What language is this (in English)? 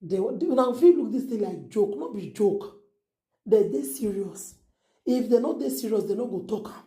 Nigerian Pidgin